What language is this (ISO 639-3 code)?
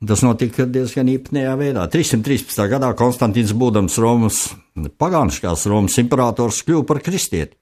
lav